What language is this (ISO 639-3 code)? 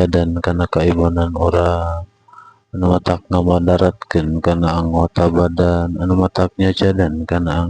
sun